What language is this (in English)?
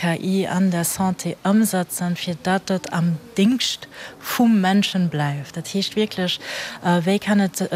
Luxembourgish